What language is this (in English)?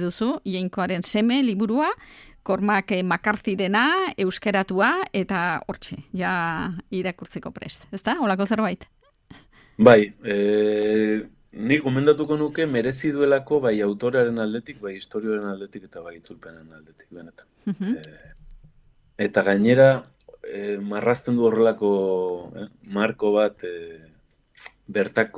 Basque